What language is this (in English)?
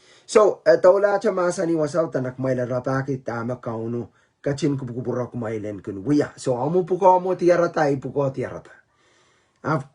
Pohnpeian